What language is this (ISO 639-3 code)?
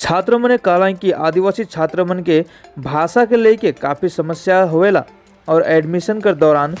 sck